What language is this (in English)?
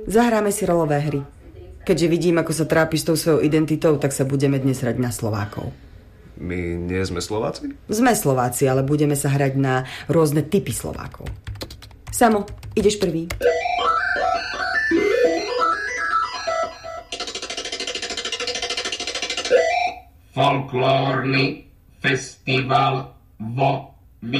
Slovak